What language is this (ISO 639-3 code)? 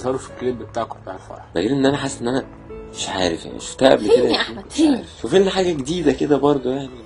arz